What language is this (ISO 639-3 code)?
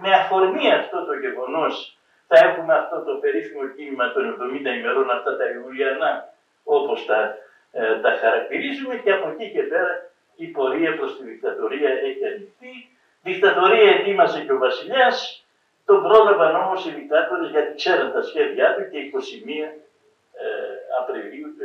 ell